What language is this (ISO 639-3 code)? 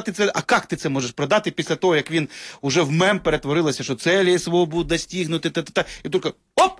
ukr